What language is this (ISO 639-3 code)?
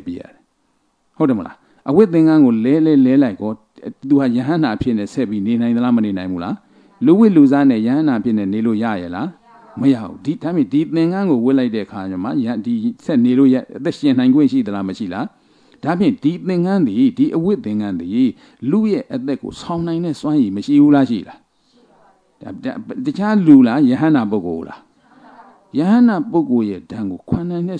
mya